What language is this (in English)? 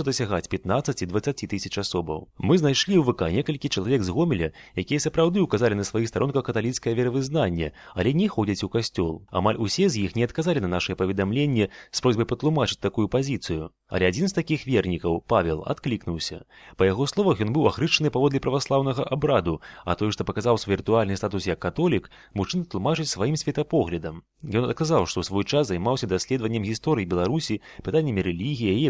Belarusian